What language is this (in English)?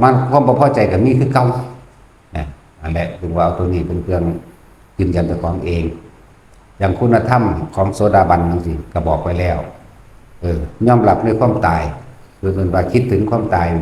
Northeastern Thai